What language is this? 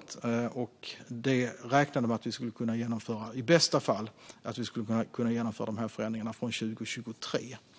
Swedish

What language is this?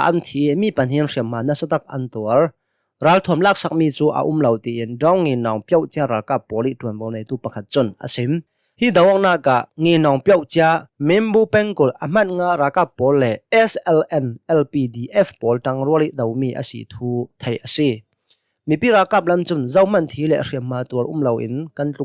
Hakha Chin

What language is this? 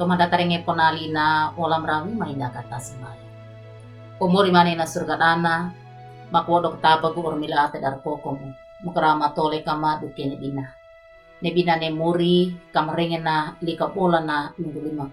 Wejewa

